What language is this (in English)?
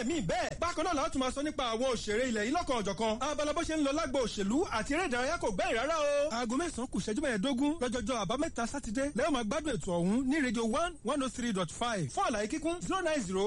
Yoruba